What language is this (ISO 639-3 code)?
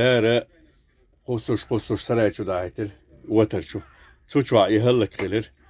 che